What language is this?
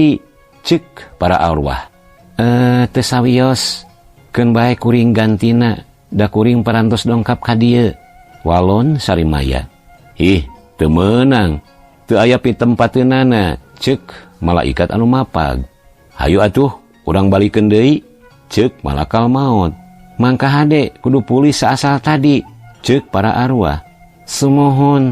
Sundanese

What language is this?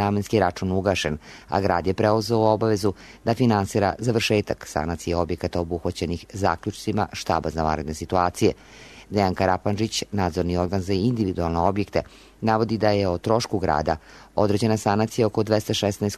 Serbian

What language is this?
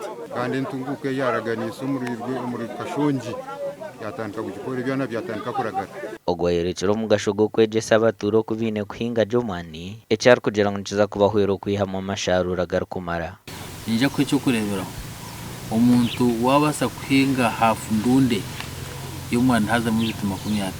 Nyankole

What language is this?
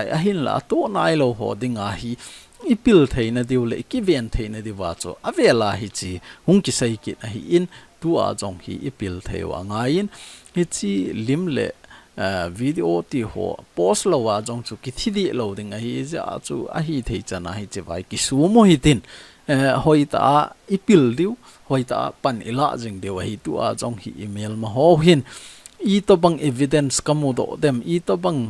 Thado Chin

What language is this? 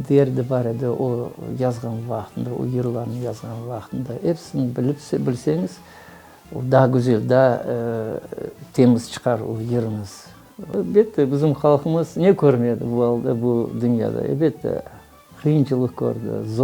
Crimean Tatar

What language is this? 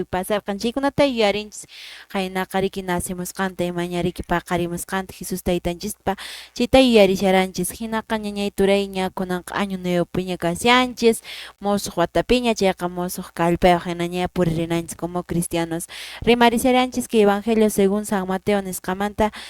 Quechua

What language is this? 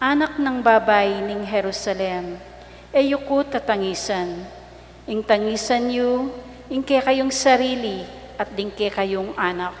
Pampanga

